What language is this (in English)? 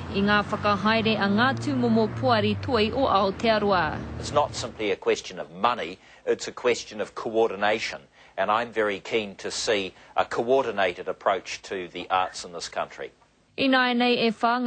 Māori